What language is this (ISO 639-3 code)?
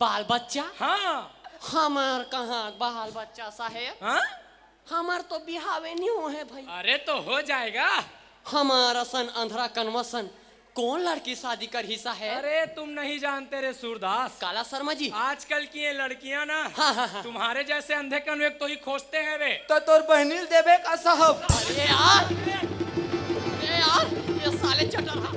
hne